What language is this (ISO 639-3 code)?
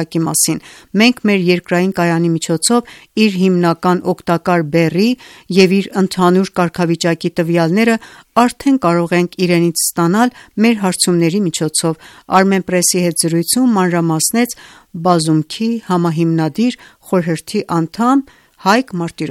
hye